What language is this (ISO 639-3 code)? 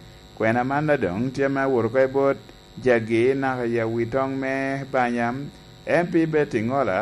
laj